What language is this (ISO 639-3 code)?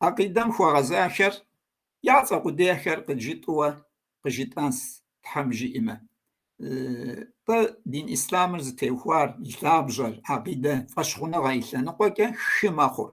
kbd